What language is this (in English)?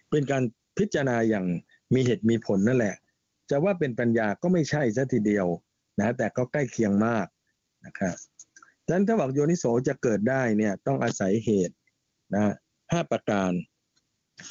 Thai